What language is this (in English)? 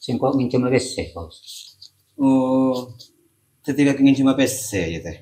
Madurese